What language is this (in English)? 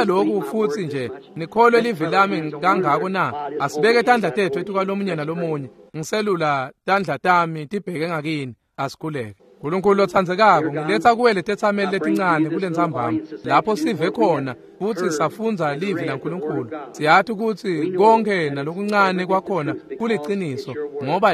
Swati